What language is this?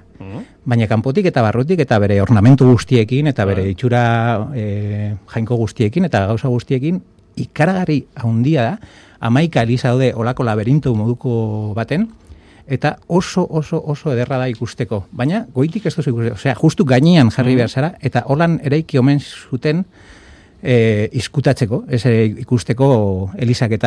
Basque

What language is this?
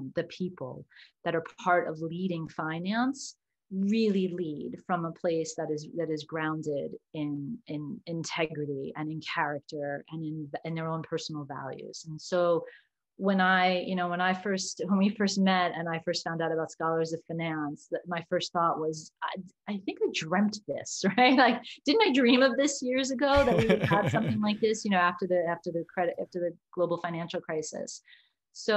English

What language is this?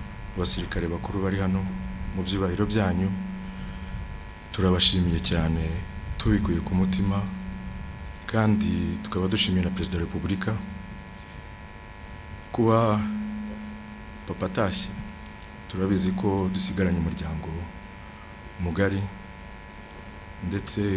Kinyarwanda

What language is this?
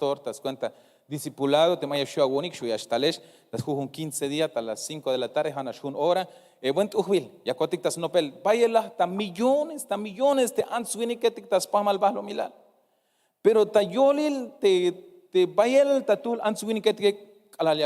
Tzeltal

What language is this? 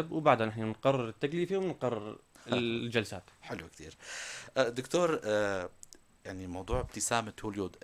North Levantine Arabic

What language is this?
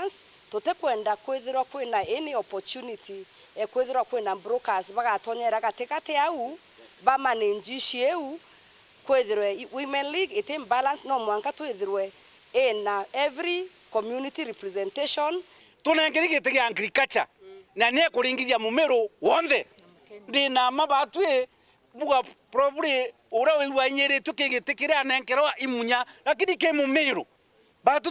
Meru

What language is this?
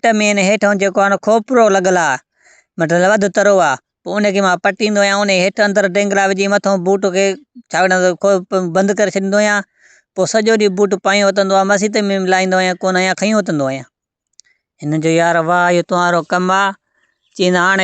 Sindhi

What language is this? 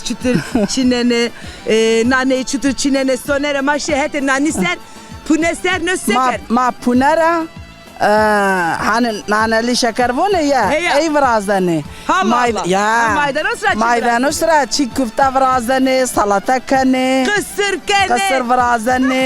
Zaza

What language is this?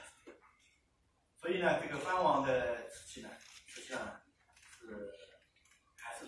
Chinese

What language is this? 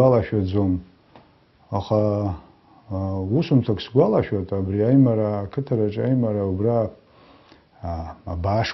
Abkhazian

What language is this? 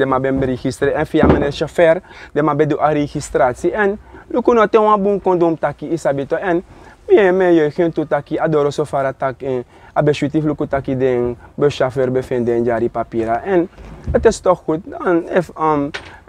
Sranan Tongo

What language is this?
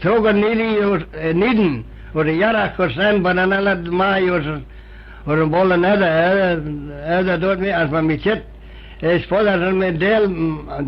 Manx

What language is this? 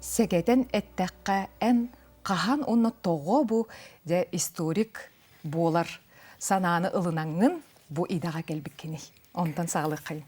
Yakut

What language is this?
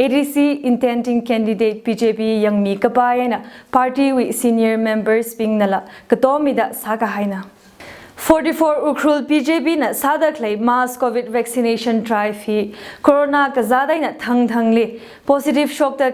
Tangkhul Naga (India)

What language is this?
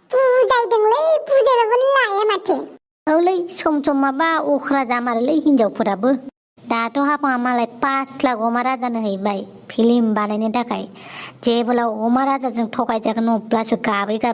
Bodo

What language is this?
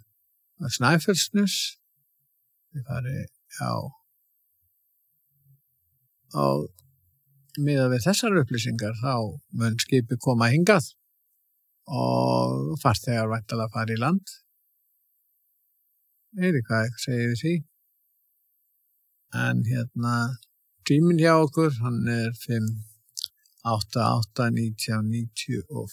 Icelandic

